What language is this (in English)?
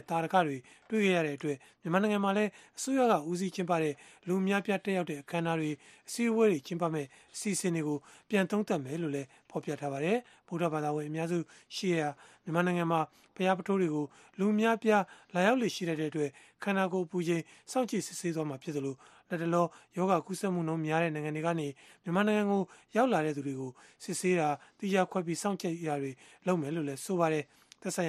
Burmese